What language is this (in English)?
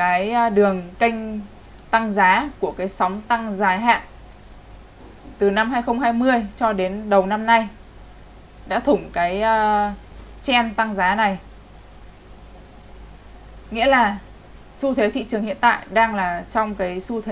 Vietnamese